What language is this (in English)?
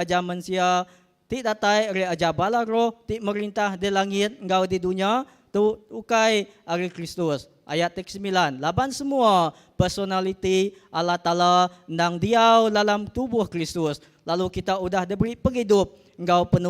Iban